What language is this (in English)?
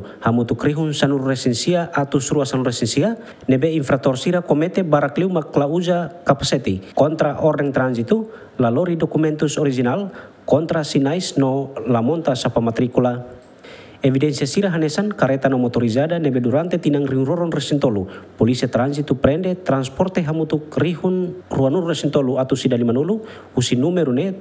Tetum